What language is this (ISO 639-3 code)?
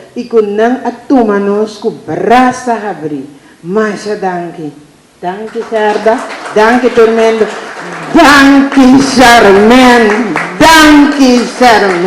pap